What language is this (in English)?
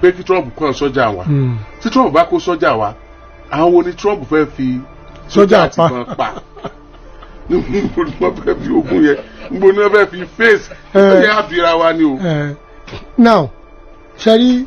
Yoruba